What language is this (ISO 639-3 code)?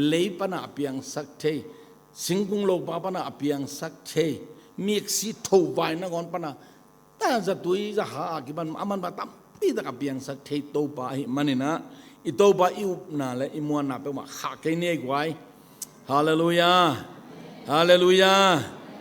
ctd